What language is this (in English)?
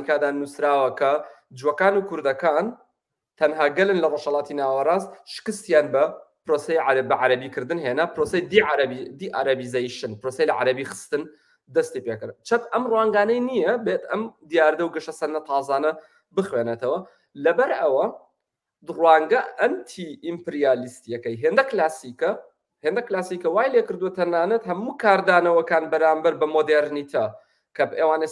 Central Kurdish